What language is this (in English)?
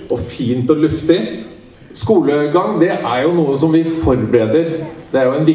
Norwegian